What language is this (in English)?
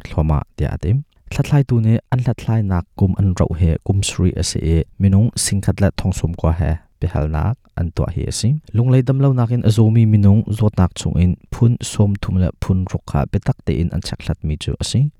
Hakha Chin